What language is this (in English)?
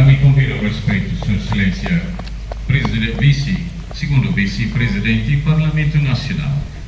Tetum